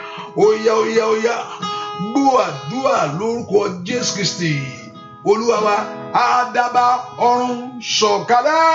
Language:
Yoruba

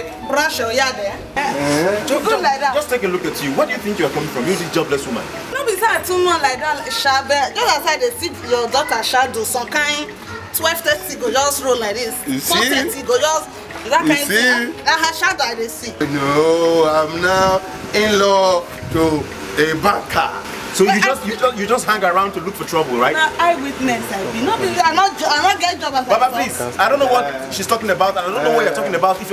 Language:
Nigerian Pidgin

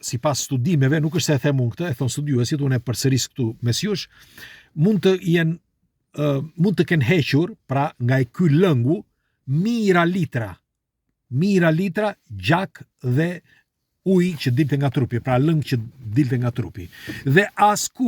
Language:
Albanian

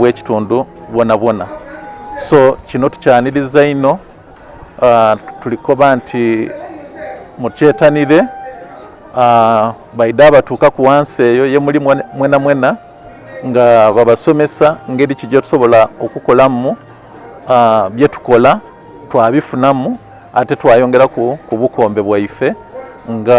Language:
Soga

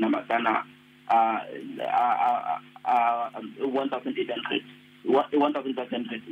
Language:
Venda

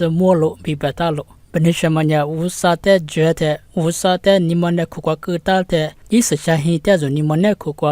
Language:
Lisu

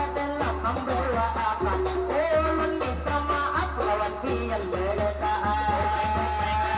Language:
Banjar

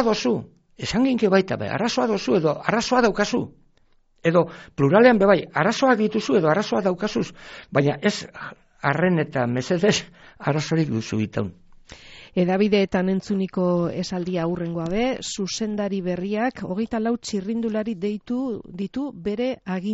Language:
Basque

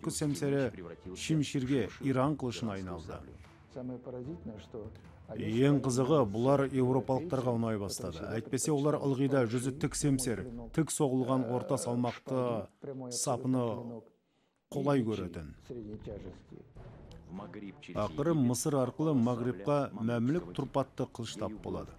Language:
Kazakh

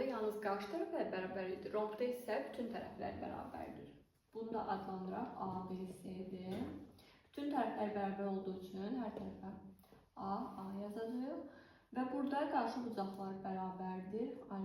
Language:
Azerbaijani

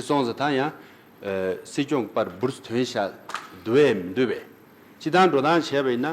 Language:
Tibetan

